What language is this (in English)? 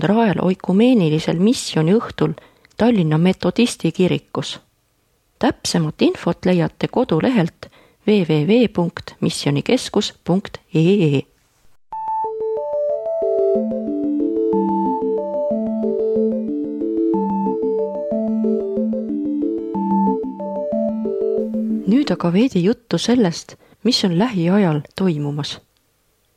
Estonian